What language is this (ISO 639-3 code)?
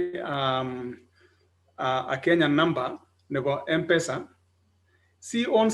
kln